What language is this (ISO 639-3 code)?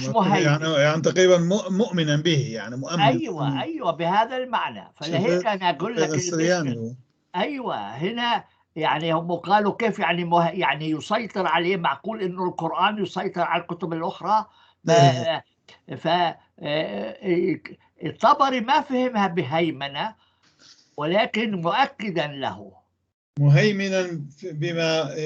apc